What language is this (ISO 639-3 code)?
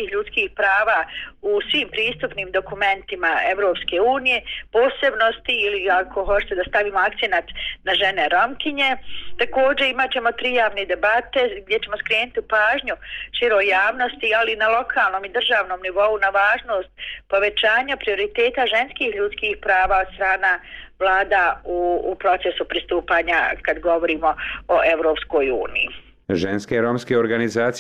bos